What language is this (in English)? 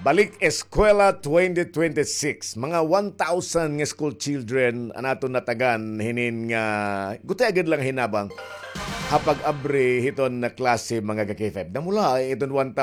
Waray